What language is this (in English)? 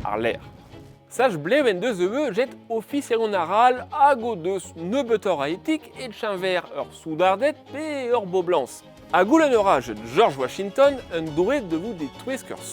Breton